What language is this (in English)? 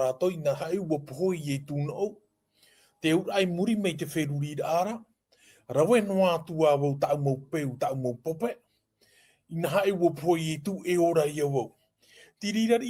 Tahitian